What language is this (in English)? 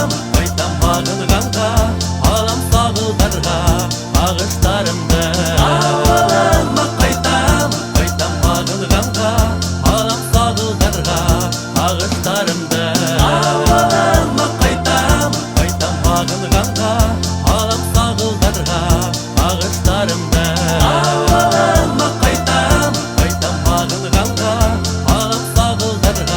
Bashkir